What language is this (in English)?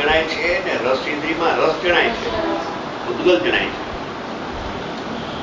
Gujarati